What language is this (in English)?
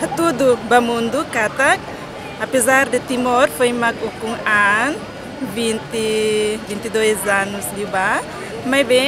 Tetum